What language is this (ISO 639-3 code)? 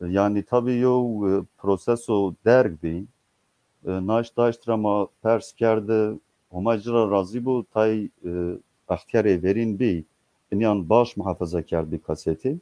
zza